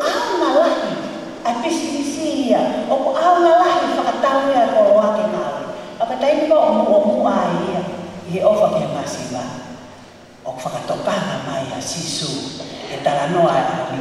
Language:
Tongan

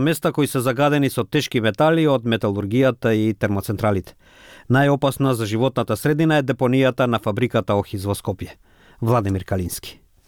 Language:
Macedonian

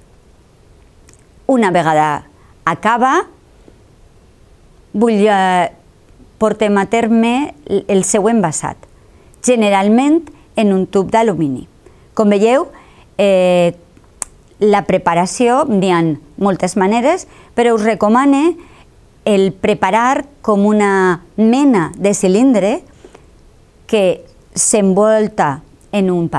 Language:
Catalan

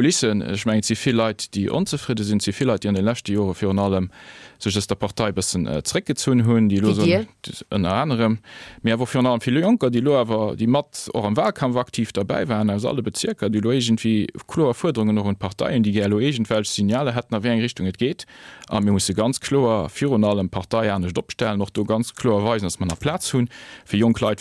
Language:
Luxembourgish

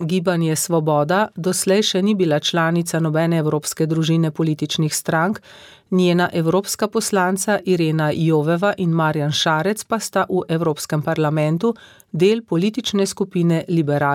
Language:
Slovenian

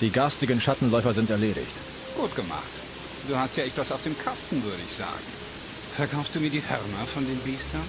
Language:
Bavarian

